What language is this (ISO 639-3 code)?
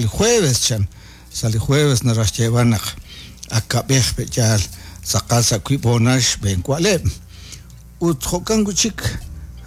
kek